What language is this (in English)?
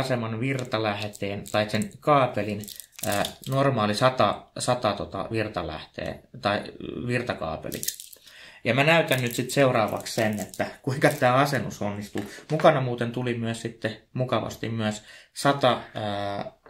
Finnish